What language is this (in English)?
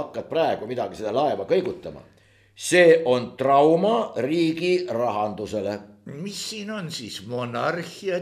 Estonian